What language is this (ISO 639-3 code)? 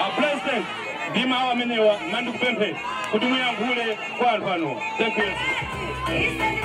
nya